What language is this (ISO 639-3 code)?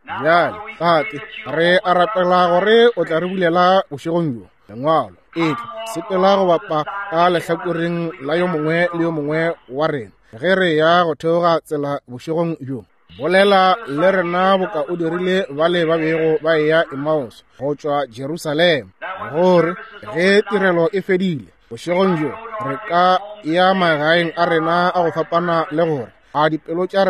nso